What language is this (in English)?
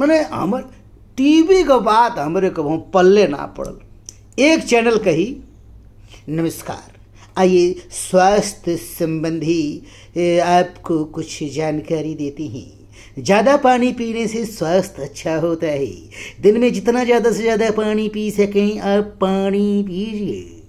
Bhojpuri